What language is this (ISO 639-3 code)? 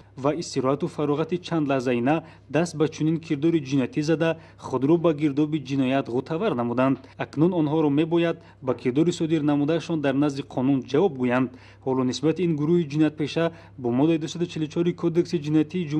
tgk